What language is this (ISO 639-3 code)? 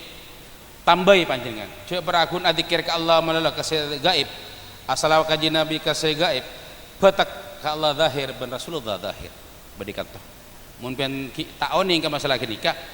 mad